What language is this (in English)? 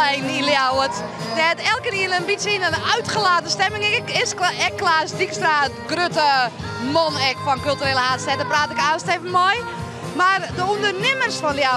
Western Frisian